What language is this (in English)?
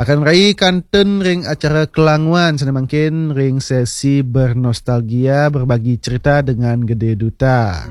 Balinese